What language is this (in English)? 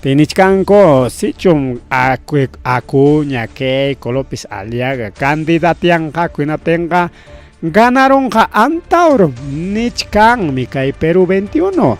Ayacucho Quechua